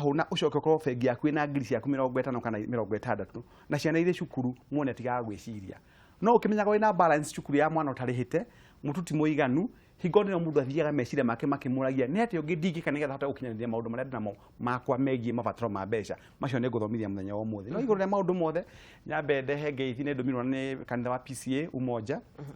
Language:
Kikuyu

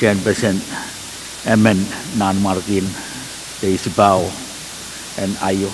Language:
Pohnpeian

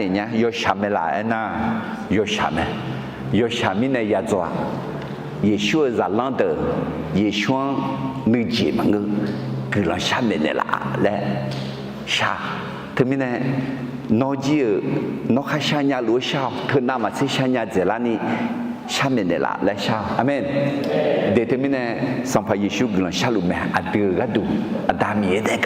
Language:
Akha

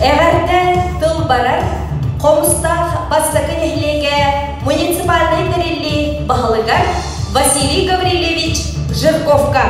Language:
Yakut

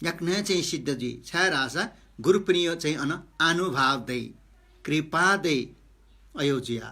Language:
Newari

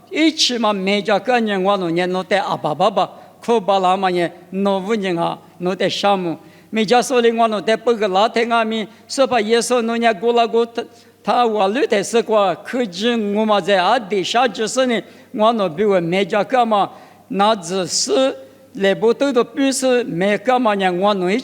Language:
Lisu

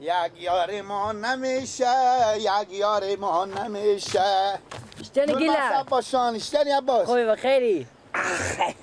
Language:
Persian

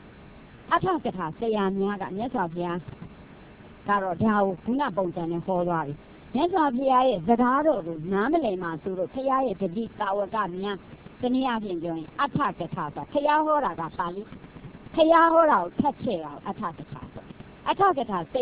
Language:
Burmese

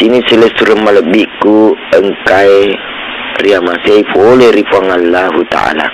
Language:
Buginese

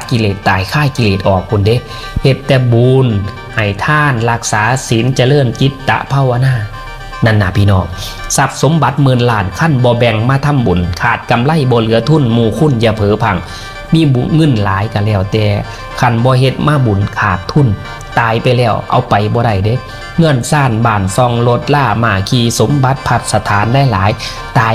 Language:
Northeastern Thai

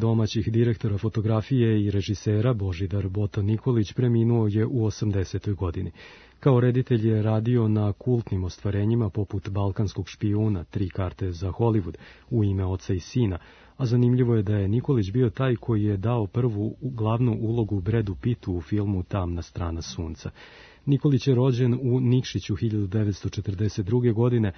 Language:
Serbian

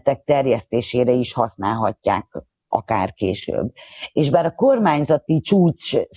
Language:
Hungarian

